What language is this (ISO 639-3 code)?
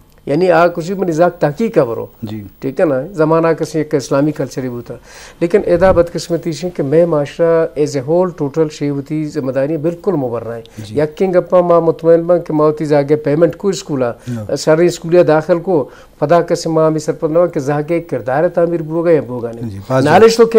bgp